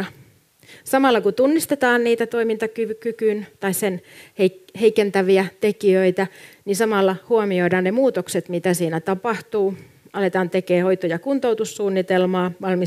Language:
Finnish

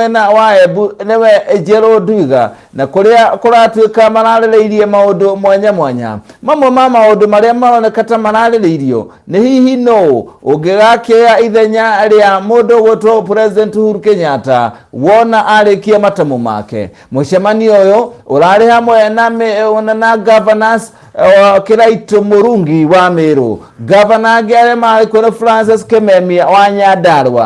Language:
Kikuyu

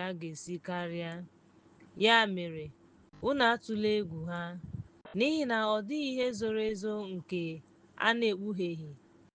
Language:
Igbo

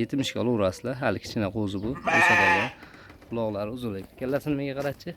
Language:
Uzbek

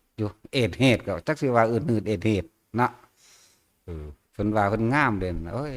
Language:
Northeastern Thai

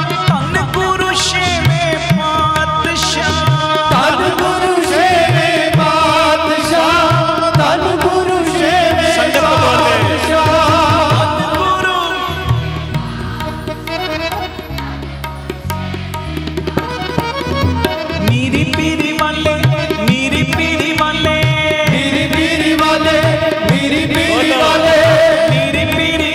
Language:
Punjabi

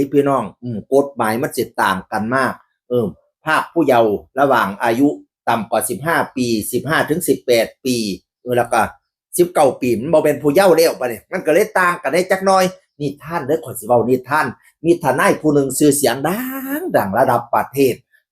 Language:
Northeastern Thai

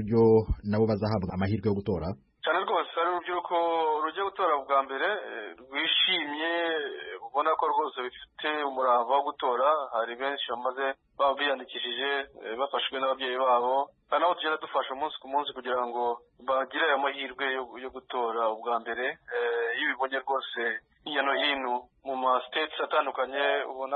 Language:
Kinyarwanda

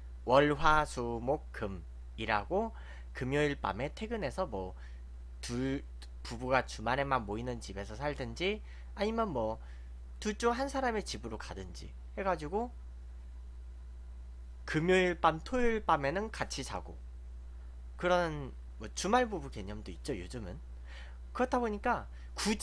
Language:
Korean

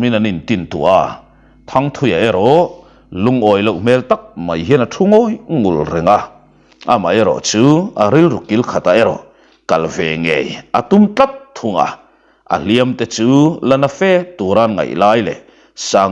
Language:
Mizo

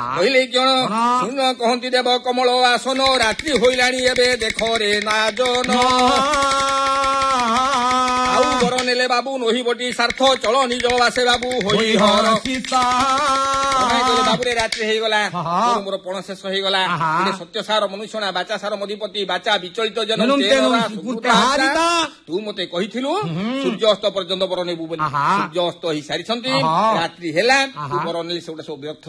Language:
Odia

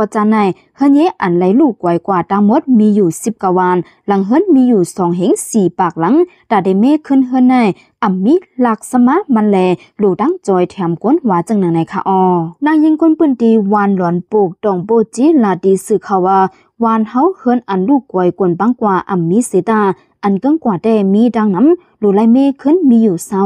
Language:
Lao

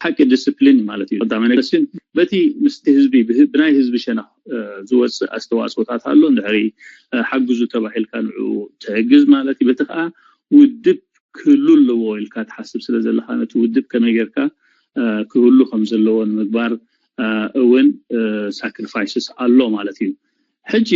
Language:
Tigrinya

